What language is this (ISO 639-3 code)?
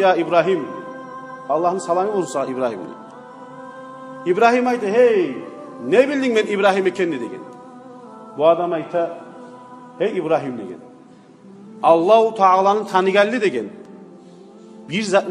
kum